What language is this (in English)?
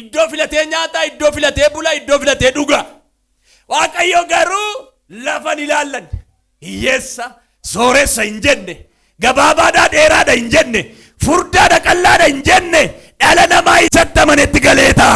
Oromo